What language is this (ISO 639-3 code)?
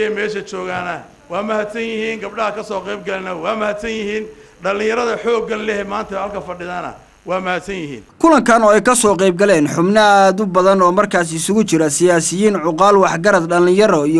som